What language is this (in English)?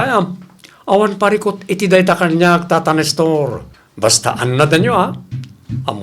Iloko